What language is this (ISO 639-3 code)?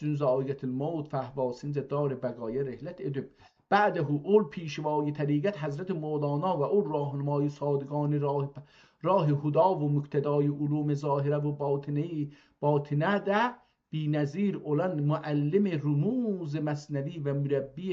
azb